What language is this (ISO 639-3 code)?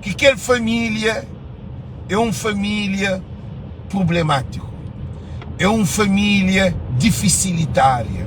kea